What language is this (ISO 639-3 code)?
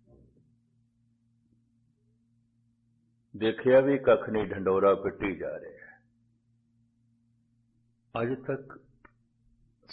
pan